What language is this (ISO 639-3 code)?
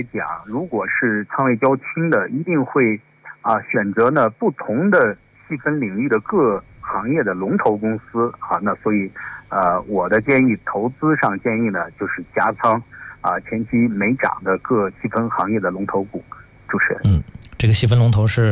zho